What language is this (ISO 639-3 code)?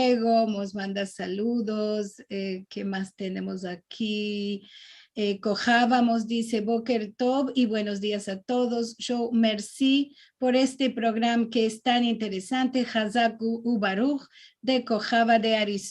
lad